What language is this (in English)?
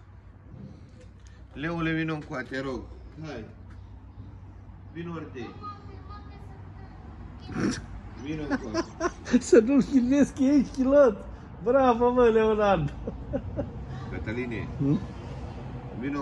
Romanian